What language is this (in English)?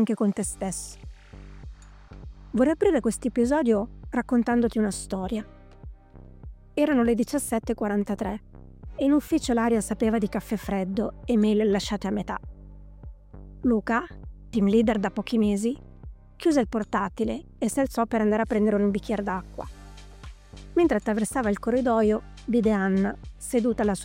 Italian